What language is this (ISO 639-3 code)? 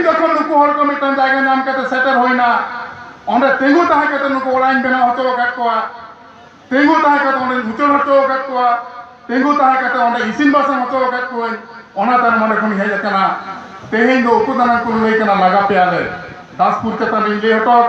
sat